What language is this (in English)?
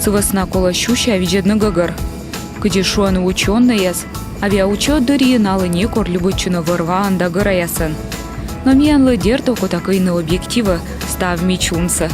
Komi